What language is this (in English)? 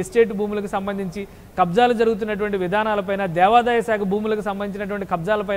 Telugu